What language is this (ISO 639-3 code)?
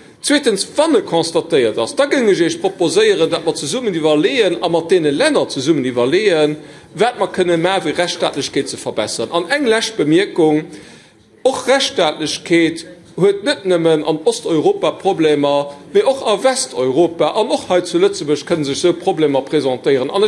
ltz